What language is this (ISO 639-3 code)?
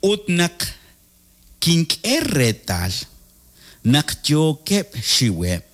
kek